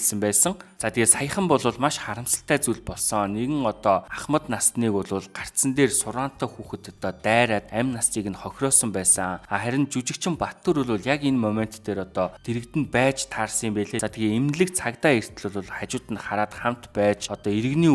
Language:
Mongolian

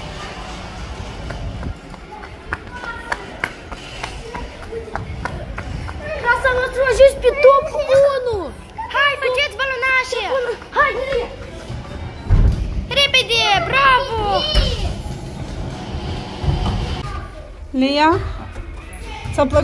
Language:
Romanian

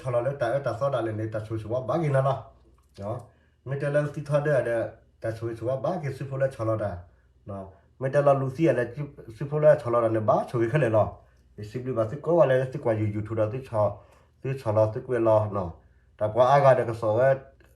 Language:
S'gaw Karen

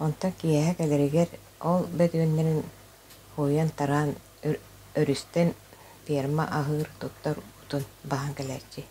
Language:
Yakut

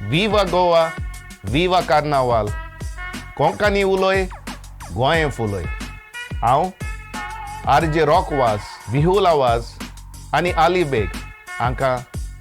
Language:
Konkani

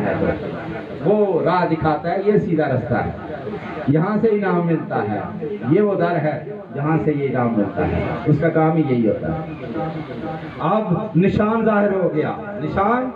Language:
Urdu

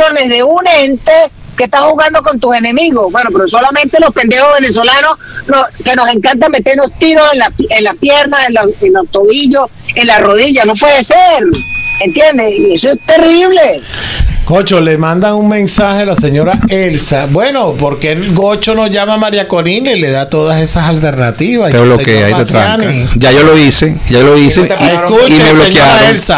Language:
Spanish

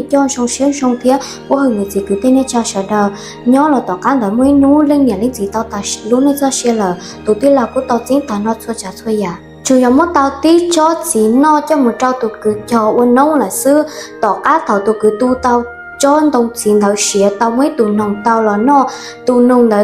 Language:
Hmong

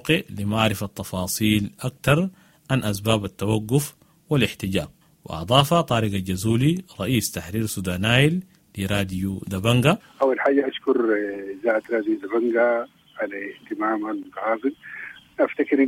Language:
Sudanese Arabic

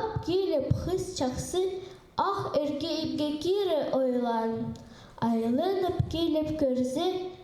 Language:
Khakas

